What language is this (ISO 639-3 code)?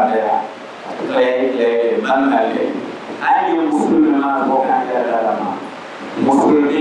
dag